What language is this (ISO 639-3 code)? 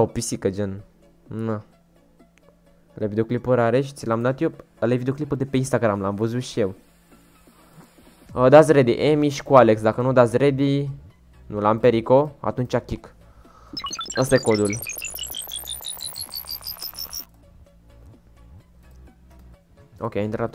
ron